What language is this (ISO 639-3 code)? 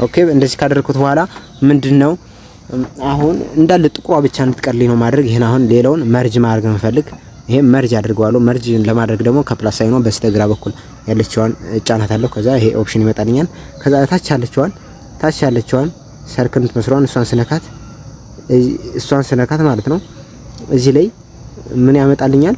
amh